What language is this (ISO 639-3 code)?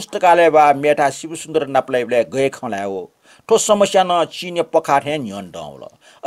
new